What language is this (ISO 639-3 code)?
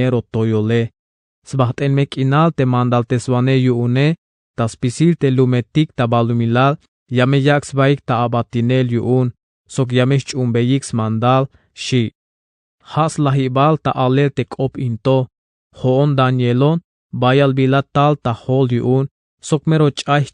tzh